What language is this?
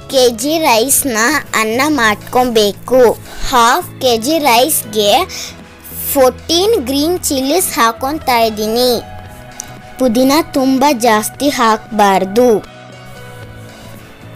Kannada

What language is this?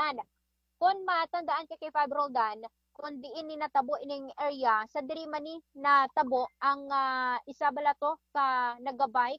Hiligaynon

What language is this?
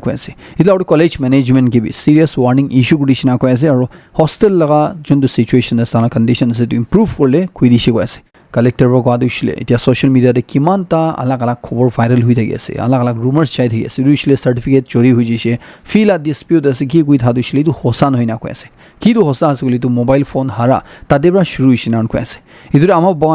Naga Pidgin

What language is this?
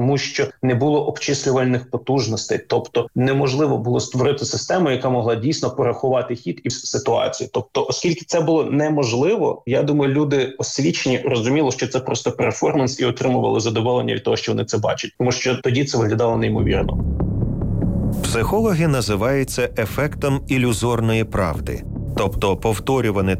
Ukrainian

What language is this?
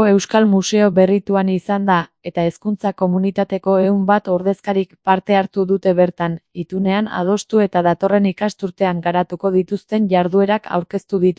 Basque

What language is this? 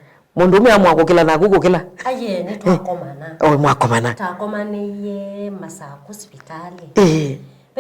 Kamba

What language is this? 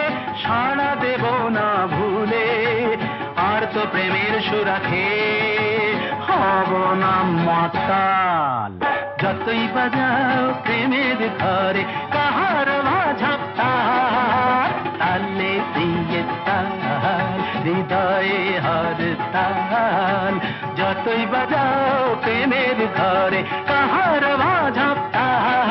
Bangla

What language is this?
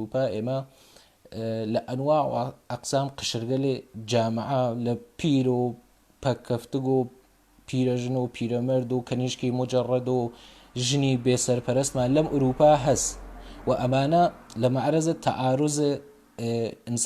Central Kurdish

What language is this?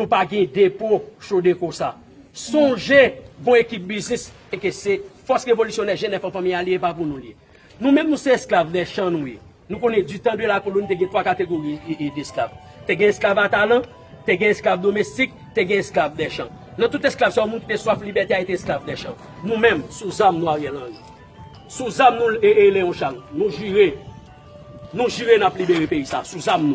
Haitian Creole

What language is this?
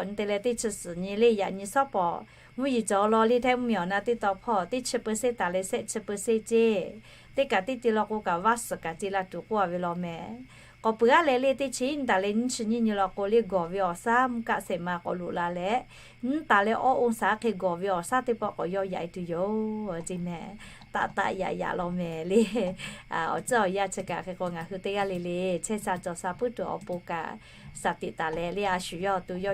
Lahu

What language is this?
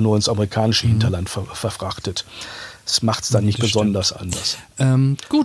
German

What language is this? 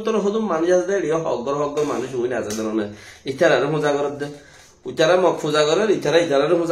Rohingya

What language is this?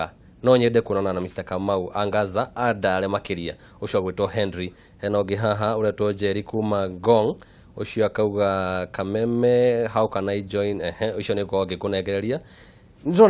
Kikuyu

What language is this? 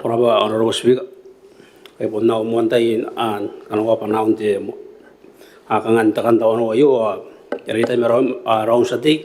Gilbertese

